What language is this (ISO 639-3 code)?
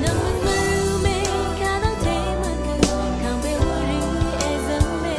raw